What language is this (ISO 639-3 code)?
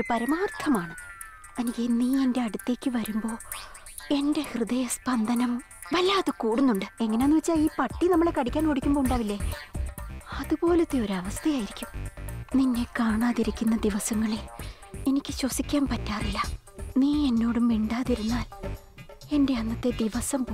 mal